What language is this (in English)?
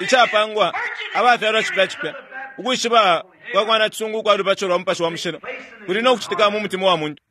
Bemba